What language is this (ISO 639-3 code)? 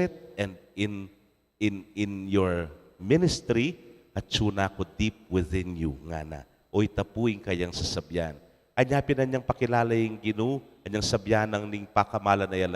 pam